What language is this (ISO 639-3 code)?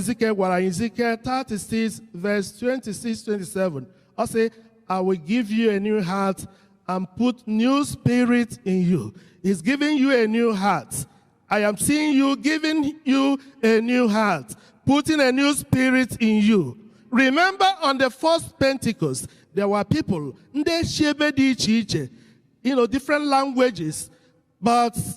ibo